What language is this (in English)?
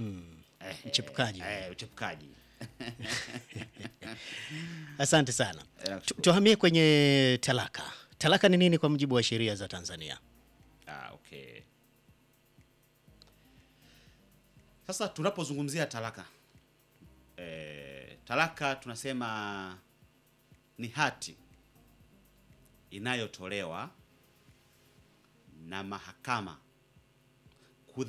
Swahili